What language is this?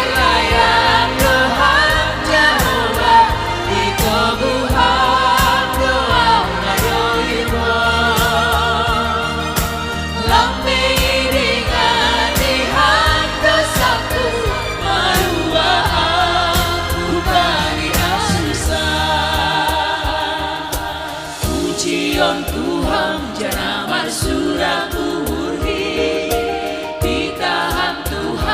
Batak Simalungun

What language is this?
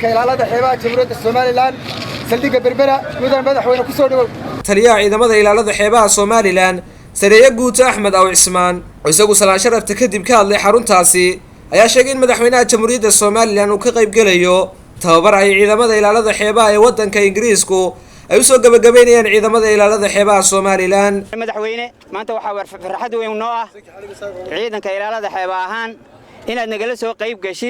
Somali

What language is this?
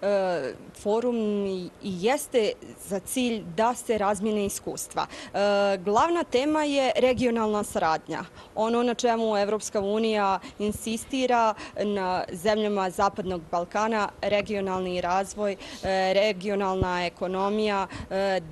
Bosnian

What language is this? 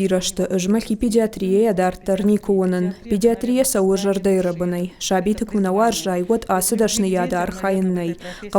Ossetic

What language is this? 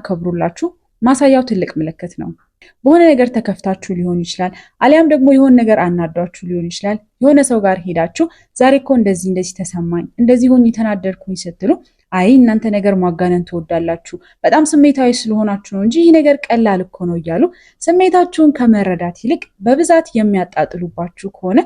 Amharic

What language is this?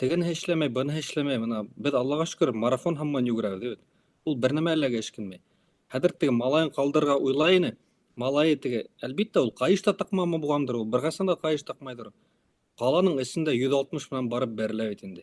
Bashkir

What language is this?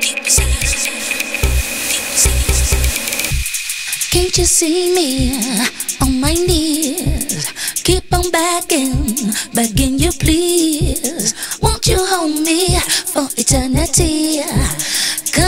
English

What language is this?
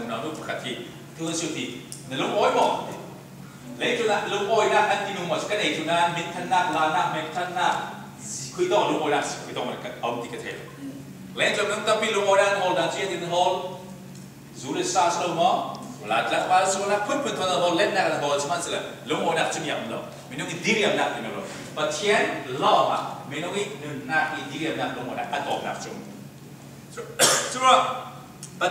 Falam Chin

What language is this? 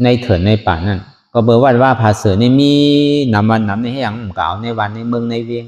Shan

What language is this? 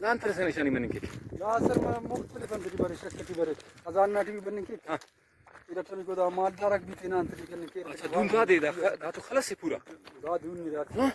Brahui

